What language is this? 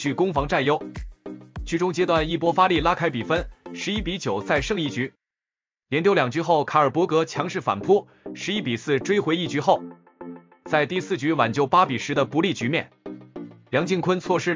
Chinese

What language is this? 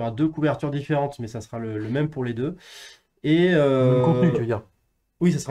French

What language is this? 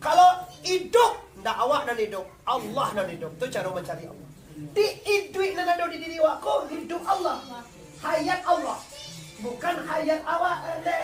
Minangkabau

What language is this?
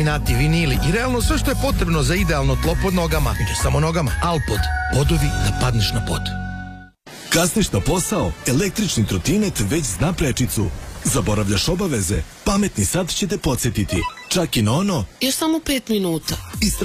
Serbian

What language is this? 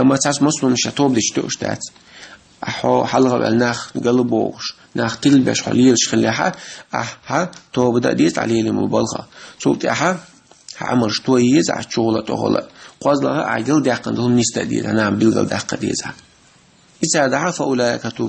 Chechen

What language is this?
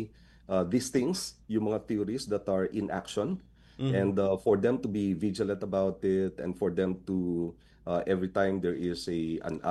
Filipino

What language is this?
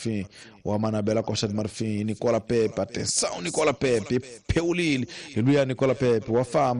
Tsonga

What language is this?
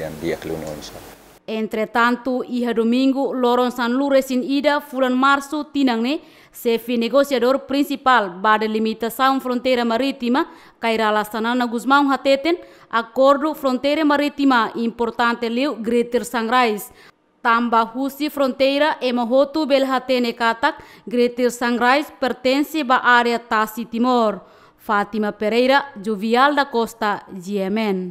Tetum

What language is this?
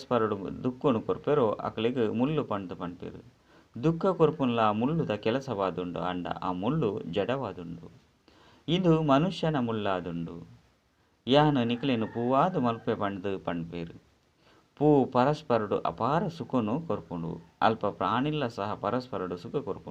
Tulu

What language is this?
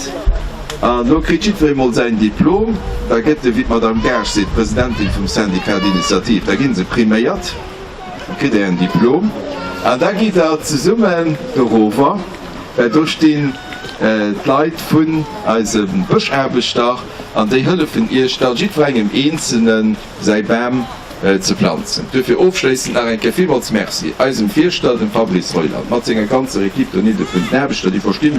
Luxembourgish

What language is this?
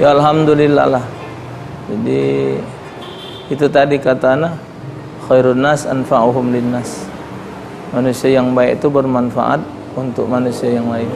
Musi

